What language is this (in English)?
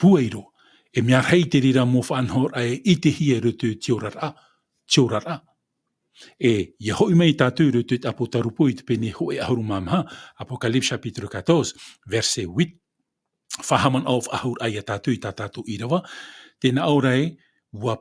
Tahitian